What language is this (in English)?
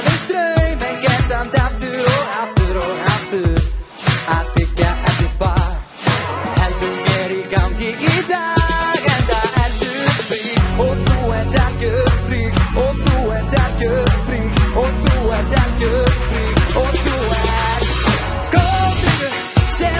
Icelandic